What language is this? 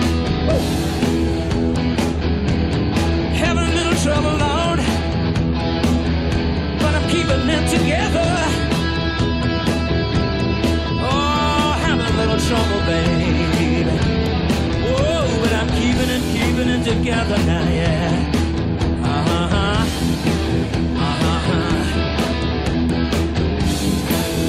English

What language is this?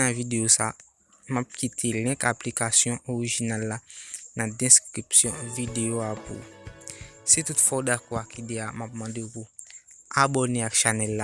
Haitian Creole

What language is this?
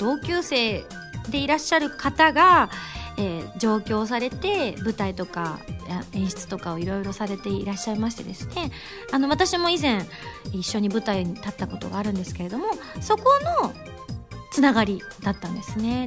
Japanese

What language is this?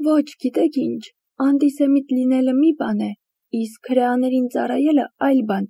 Armenian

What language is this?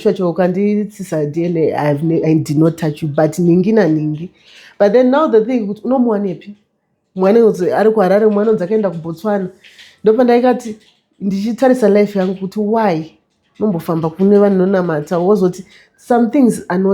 Shona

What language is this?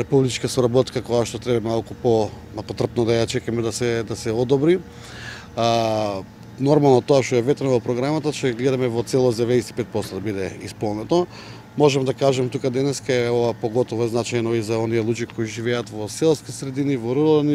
Macedonian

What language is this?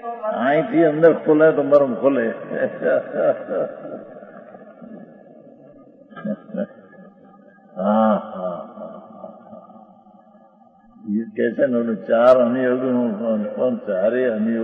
Gujarati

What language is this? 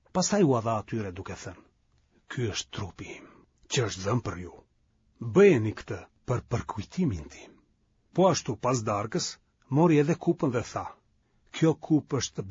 Albanian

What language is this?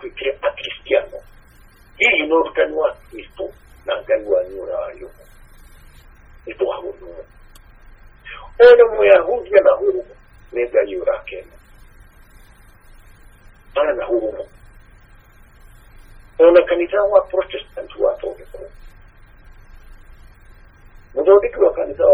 Kikuyu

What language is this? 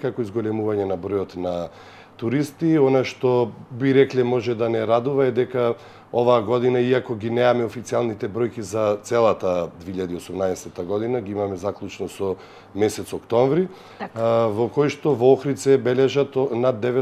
Macedonian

